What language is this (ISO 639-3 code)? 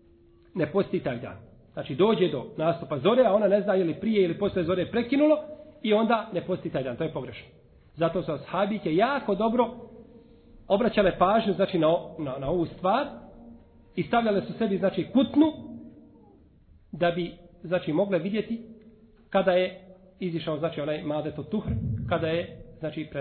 bos